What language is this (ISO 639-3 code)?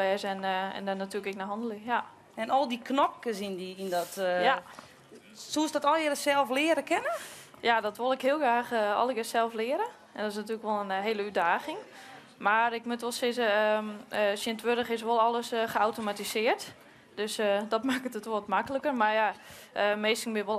fry